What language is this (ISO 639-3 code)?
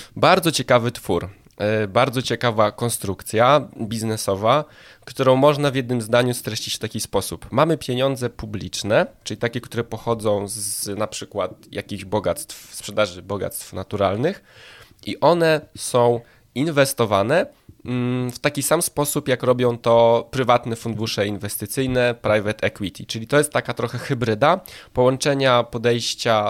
pol